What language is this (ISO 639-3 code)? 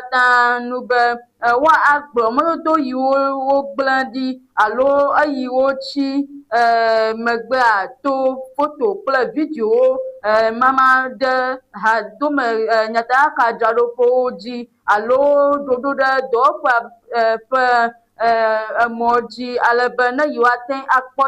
ewe